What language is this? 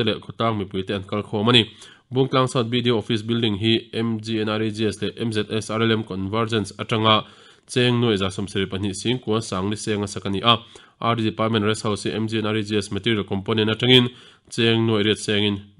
Mizo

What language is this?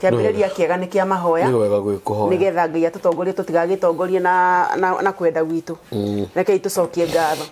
Kikuyu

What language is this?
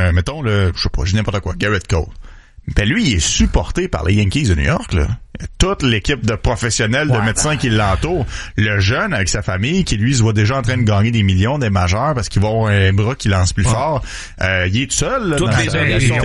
French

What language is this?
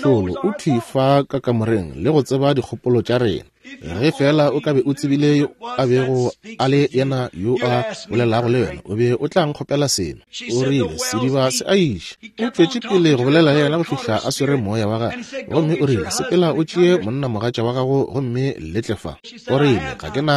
Northern Sotho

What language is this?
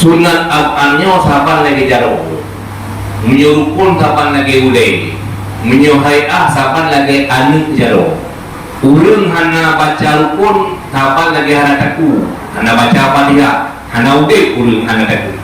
Achinese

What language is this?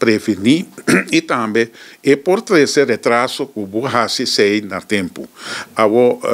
Papiamento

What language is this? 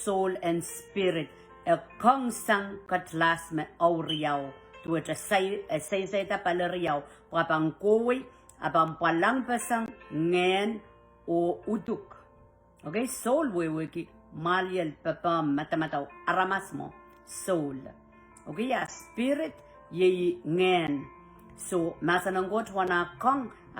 Pohnpeian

